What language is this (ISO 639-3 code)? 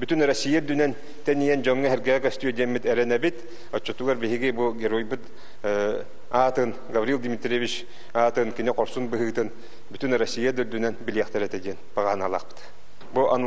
sah